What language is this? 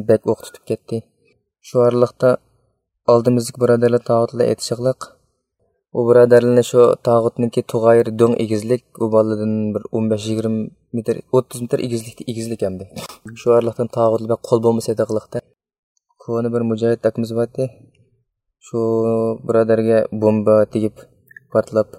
Uyghur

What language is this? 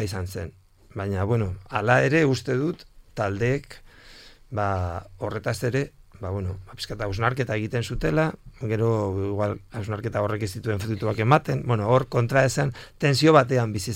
Basque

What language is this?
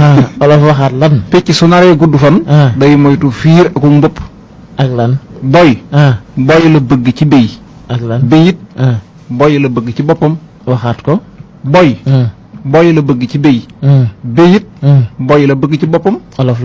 Wolof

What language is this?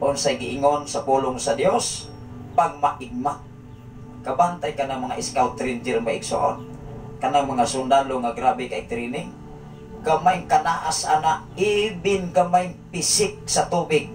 Cebuano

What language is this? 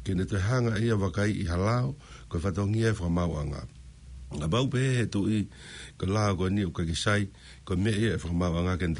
Tongan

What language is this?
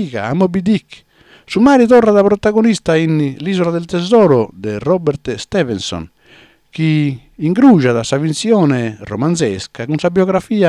Sardinian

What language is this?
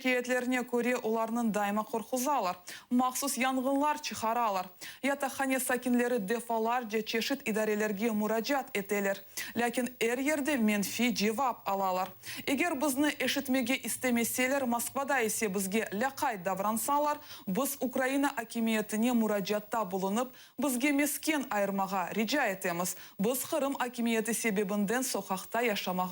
Crimean Tatar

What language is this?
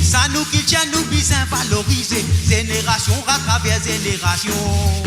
Morisyen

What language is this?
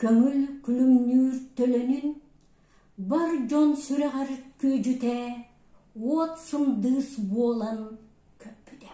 Yakut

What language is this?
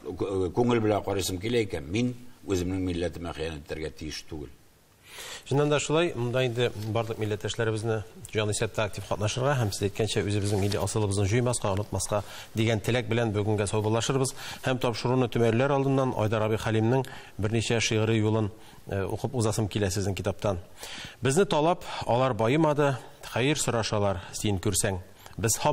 Tatar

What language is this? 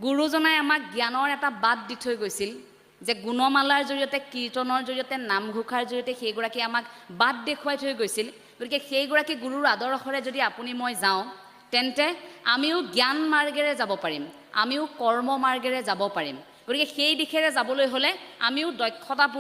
Assamese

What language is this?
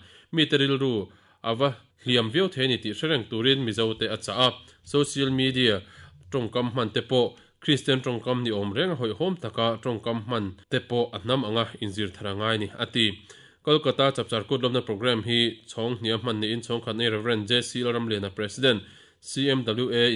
Mizo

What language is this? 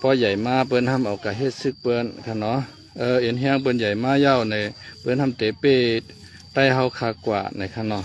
Shan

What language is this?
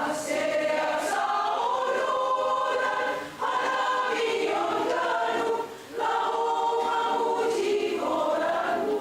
Batak Simalungun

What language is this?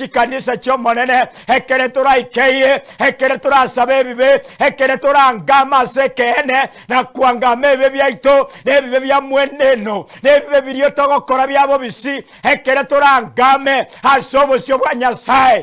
Gusii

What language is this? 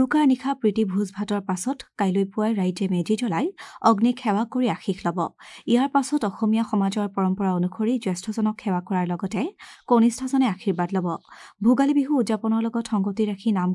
Assamese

